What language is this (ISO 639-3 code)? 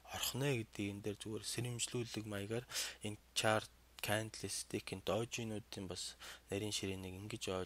mon